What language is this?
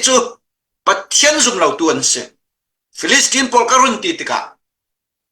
Hakha Chin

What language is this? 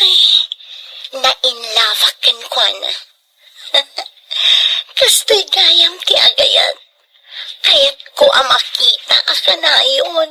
Iloko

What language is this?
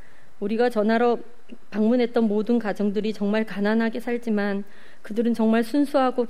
Korean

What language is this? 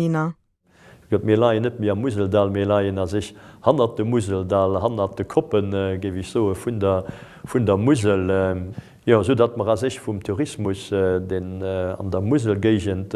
Luxembourgish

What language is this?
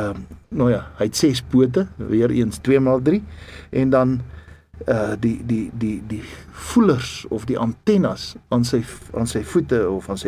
Afrikaans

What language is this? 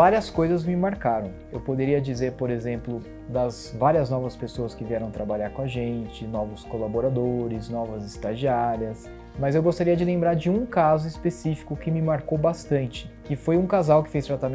Portuguese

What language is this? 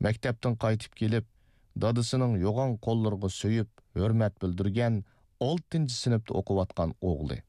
Uyghur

